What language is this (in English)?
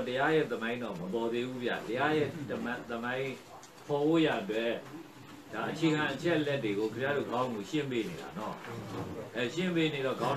Burmese